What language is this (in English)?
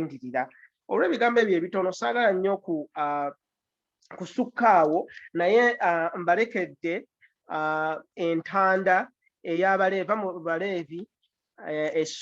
Ganda